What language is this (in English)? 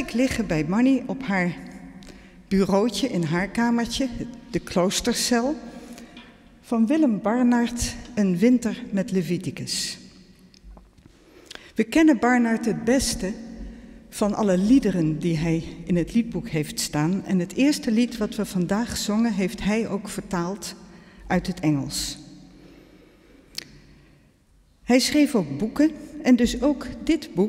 Dutch